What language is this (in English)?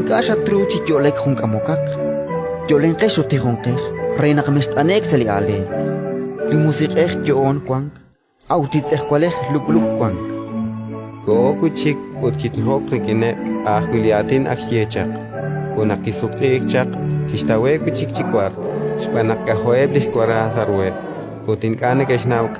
Kekchí